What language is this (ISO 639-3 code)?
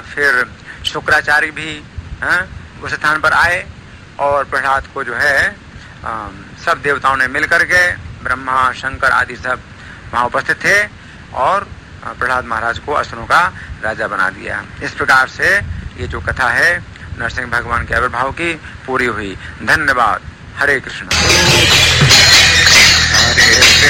hin